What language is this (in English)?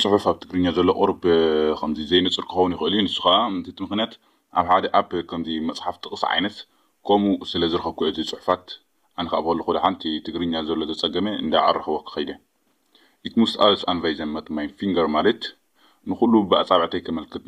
Tigrinya